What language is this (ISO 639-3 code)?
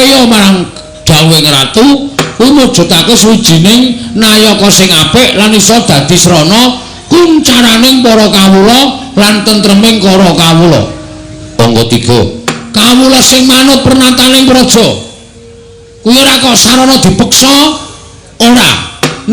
jav